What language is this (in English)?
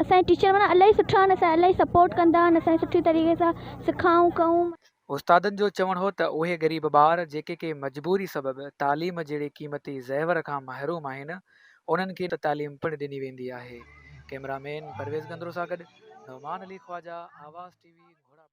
Sindhi